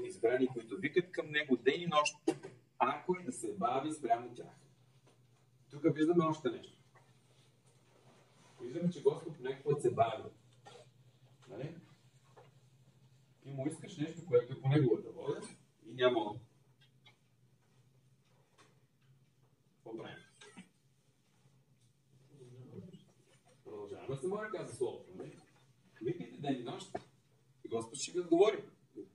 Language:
Bulgarian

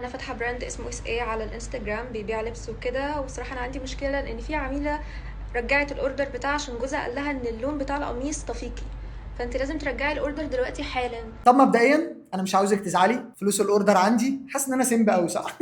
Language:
Egyptian Arabic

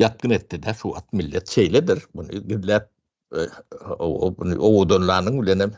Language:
Turkmen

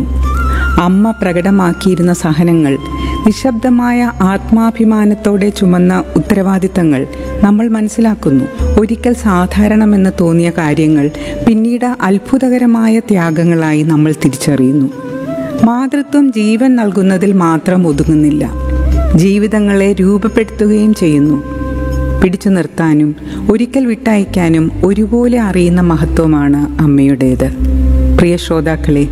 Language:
Malayalam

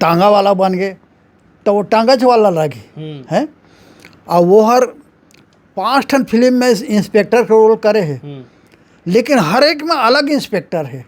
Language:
Chhattisgarhi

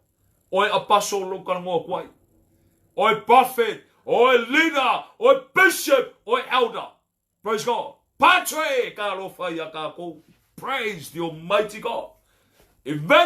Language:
Samoan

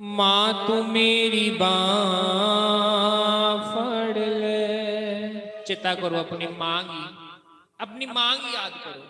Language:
Dogri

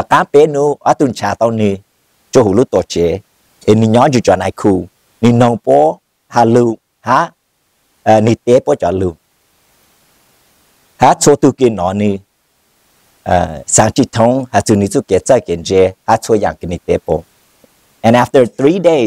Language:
Vietnamese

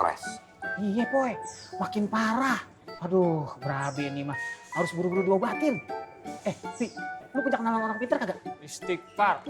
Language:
Betawi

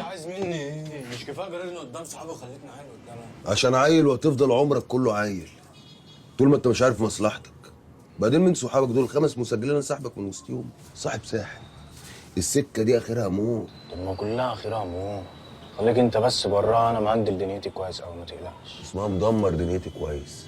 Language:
Egyptian Arabic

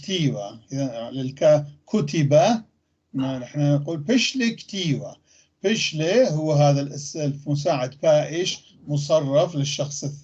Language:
North Levantine Arabic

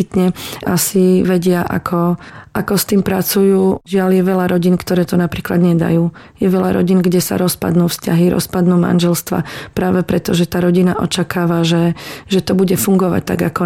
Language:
Slovak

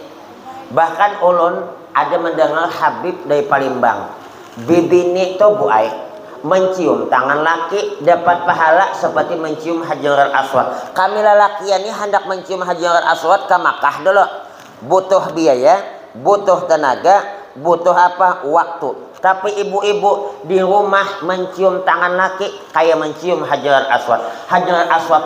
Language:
Banjar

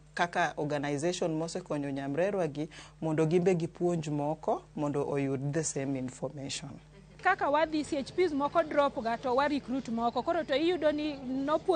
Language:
Luo (Kenya and Tanzania)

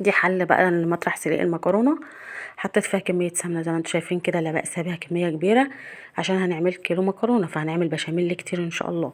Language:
Egyptian Arabic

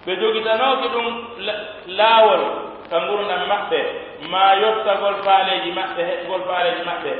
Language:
Pular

